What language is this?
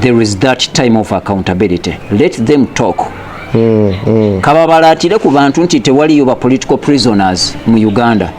Ganda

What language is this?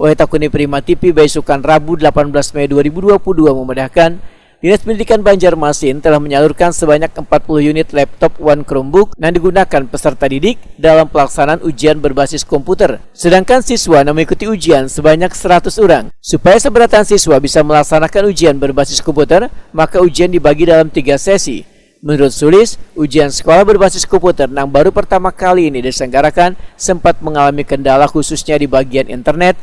Banjar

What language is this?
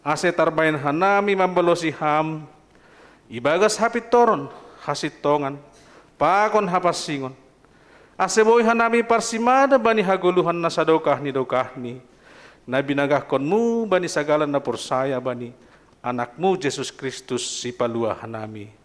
Batak Simalungun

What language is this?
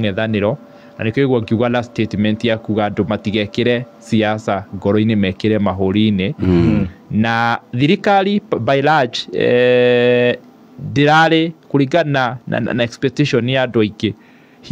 Kikuyu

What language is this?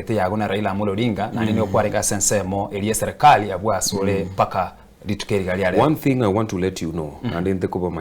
Gusii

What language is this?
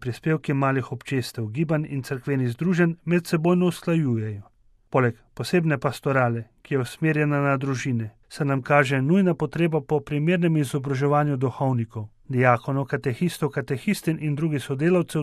Slovenian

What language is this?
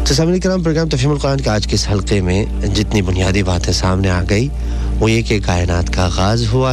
Urdu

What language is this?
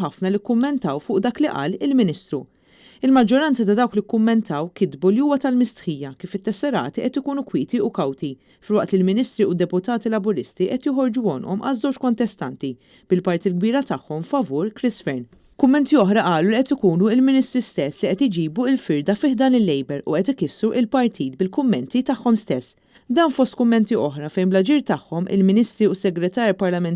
Maltese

